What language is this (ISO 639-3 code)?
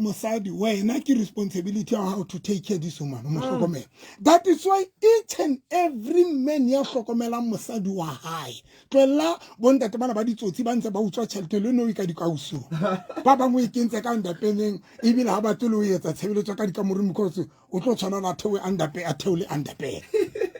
sot